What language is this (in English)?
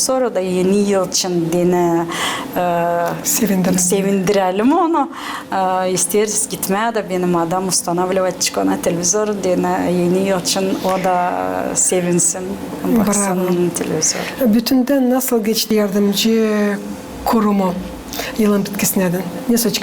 Gagauz